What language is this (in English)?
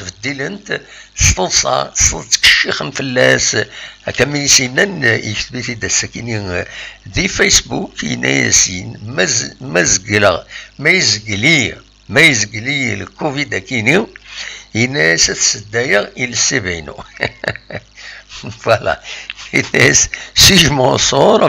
Kabyle